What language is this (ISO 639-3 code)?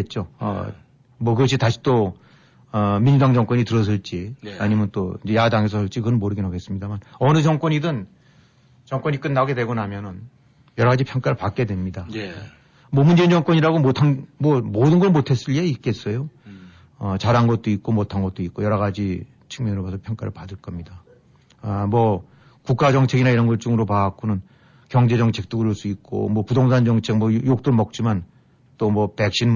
kor